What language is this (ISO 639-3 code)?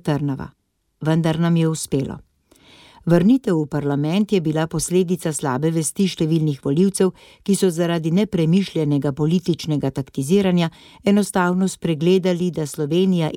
slv